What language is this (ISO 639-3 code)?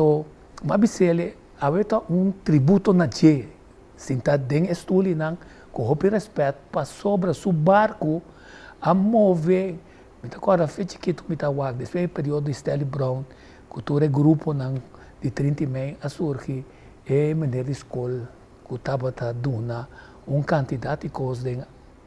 pap